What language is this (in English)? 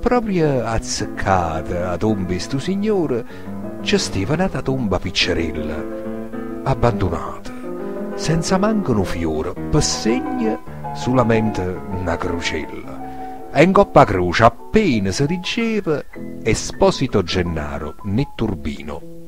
Neapolitan